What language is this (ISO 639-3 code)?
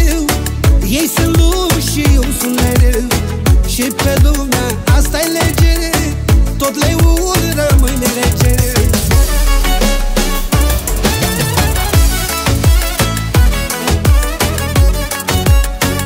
ron